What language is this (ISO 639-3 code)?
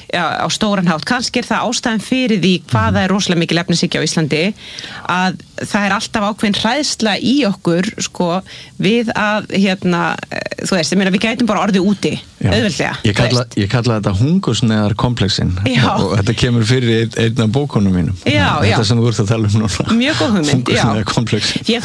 isl